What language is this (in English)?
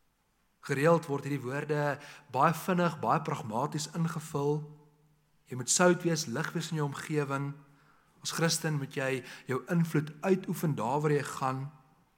Afrikaans